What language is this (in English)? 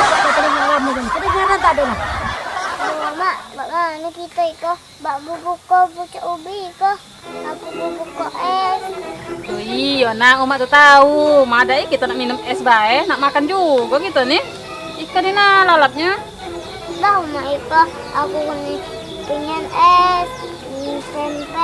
Musi